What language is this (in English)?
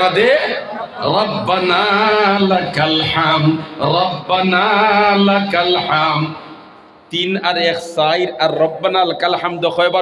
Sylheti